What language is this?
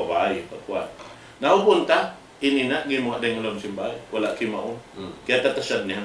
Tausug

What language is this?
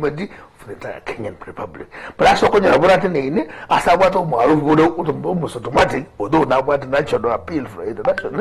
Gusii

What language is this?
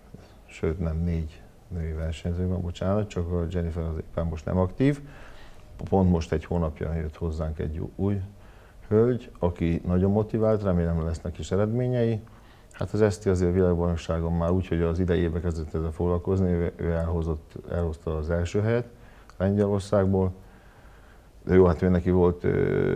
Hungarian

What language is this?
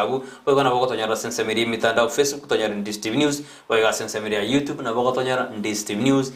Gusii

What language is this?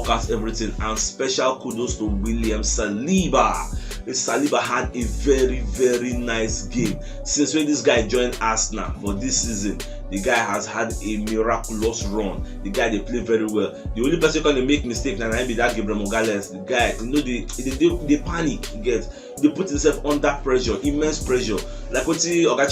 Nigerian Pidgin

